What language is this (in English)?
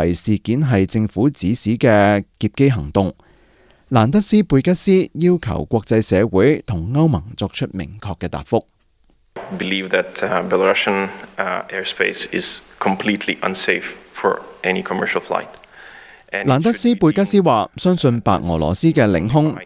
Cantonese